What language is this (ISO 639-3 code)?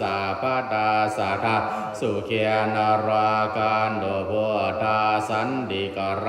pli